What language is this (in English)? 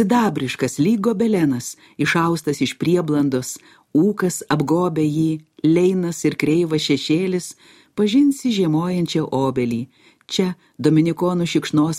Lithuanian